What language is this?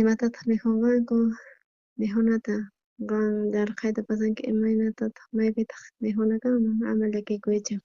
South Bolivian Quechua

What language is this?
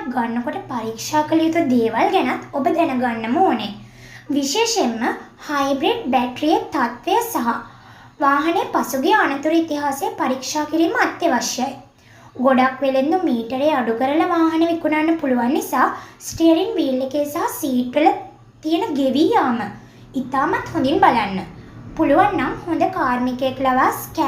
Sinhala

